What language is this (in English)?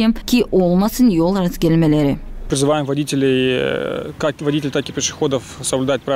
Gagauz